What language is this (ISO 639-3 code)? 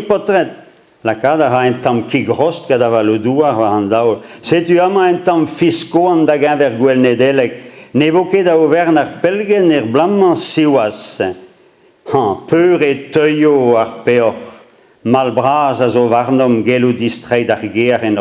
bre